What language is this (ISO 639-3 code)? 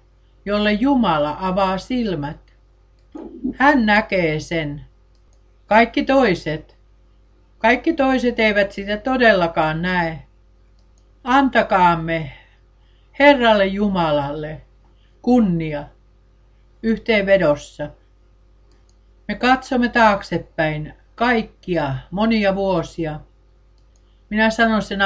fin